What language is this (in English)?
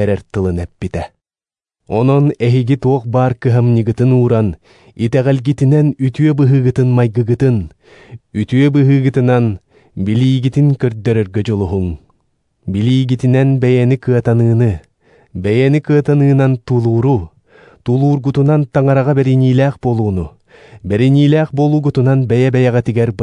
Yakut